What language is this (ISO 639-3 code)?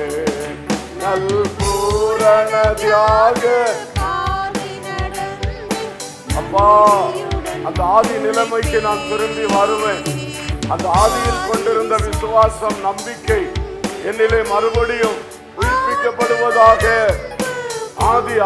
tam